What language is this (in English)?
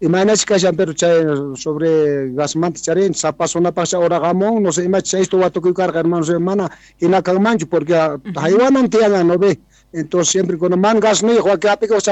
South Bolivian Quechua